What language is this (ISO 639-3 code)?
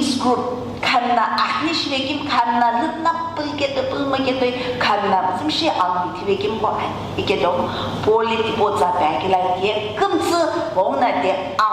nsm